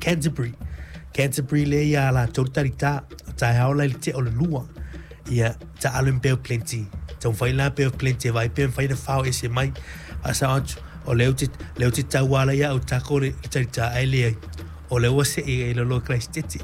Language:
Samoan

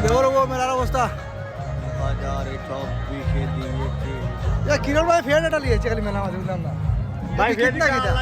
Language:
Sylheti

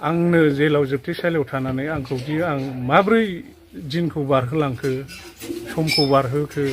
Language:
Bodo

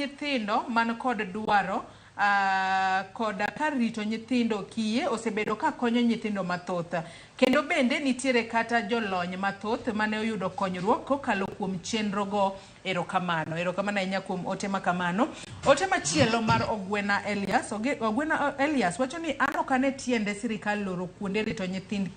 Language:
Luo (Kenya and Tanzania)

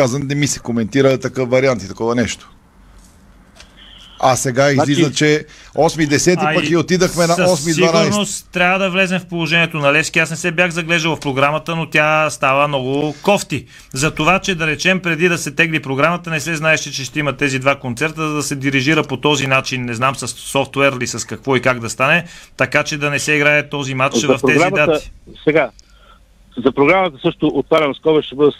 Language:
Bulgarian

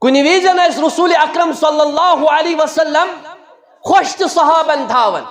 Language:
Kashmiri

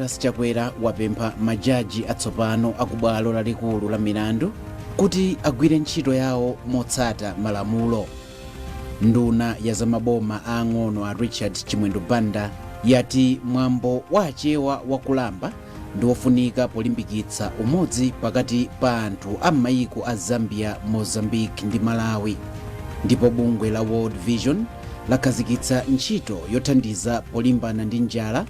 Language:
Nyanja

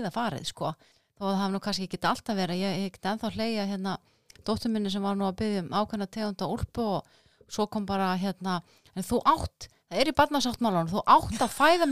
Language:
Icelandic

